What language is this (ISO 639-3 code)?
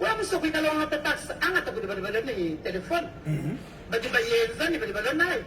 lua